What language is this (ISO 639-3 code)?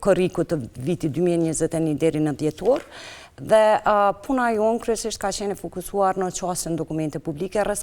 sqi